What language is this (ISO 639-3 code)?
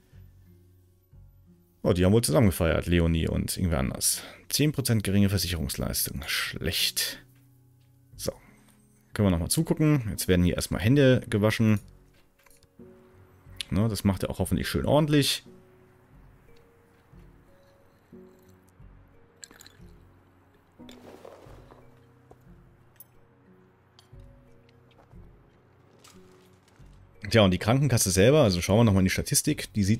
deu